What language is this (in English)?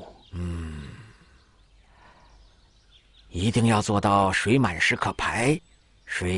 Chinese